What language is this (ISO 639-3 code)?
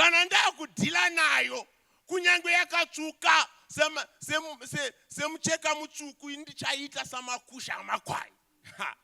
sna